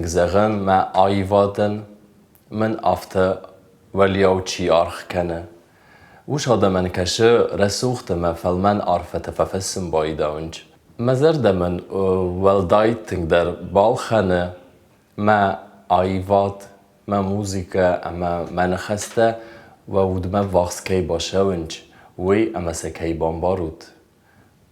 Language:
Ossetic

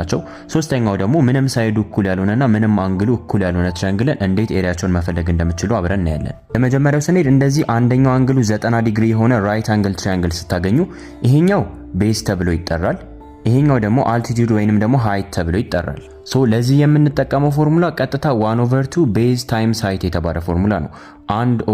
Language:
Amharic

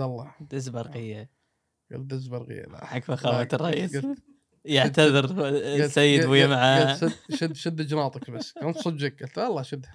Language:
Gulf Arabic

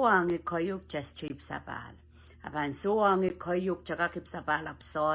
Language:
Pohnpeian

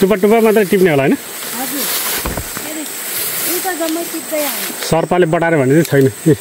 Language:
Nepali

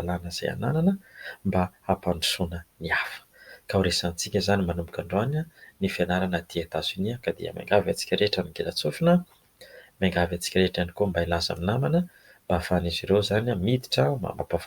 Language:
Malagasy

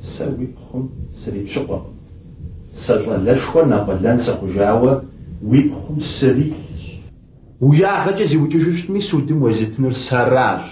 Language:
Kabardian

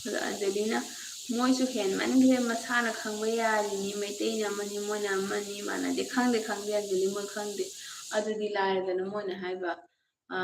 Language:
Manipuri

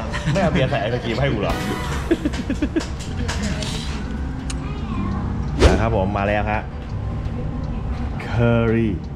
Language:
Thai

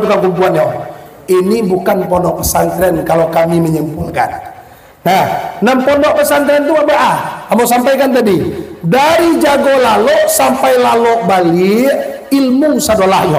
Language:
Minangkabau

